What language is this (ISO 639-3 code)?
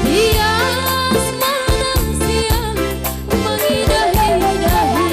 bts